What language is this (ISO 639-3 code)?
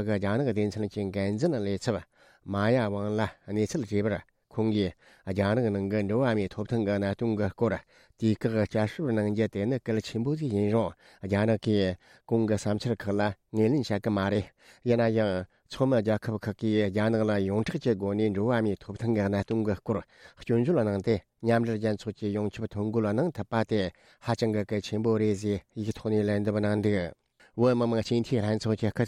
bod